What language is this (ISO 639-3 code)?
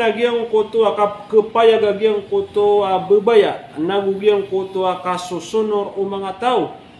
mrw